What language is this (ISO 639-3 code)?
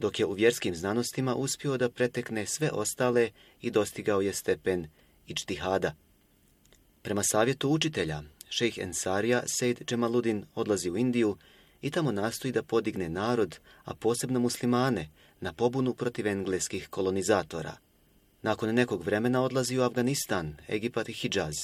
bos